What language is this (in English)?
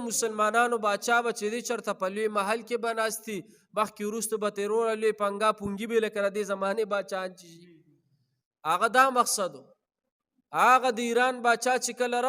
Pashto